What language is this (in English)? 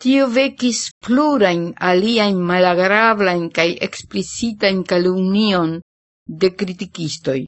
Esperanto